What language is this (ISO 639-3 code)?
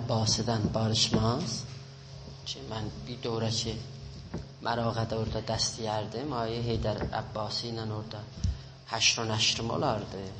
azb